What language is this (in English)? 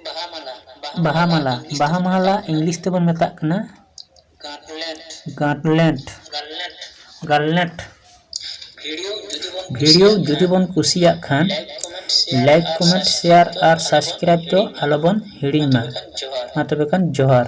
Santali